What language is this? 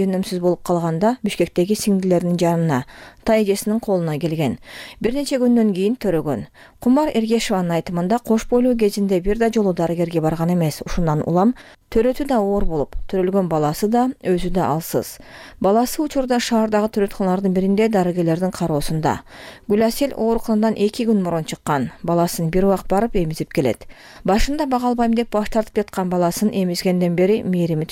Kyrgyz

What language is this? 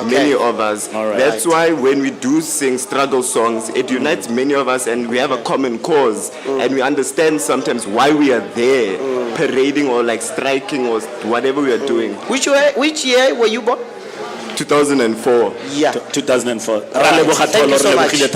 Tswana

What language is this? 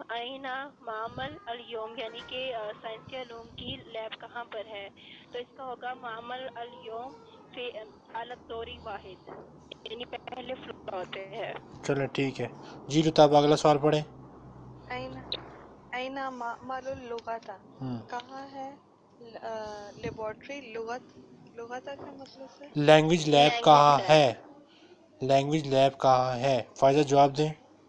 Urdu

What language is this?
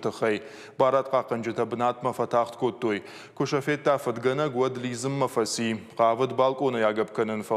Ossetic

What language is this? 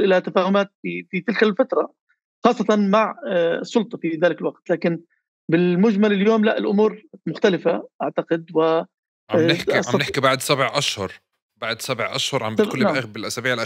North Levantine Arabic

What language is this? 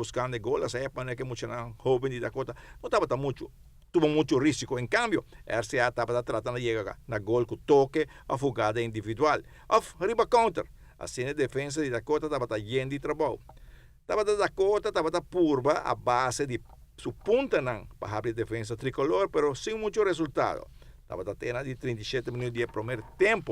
Papiamento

